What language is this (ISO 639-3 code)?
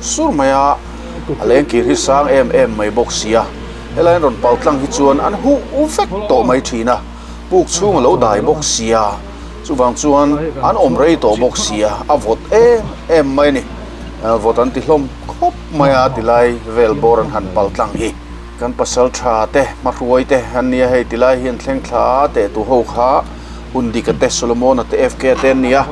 lus